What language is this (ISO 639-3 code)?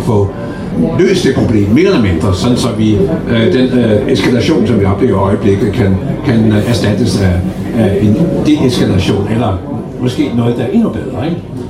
dan